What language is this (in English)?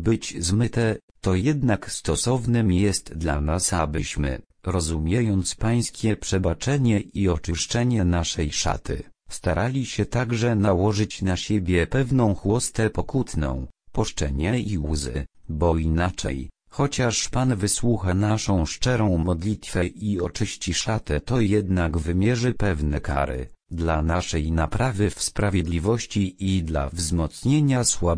Polish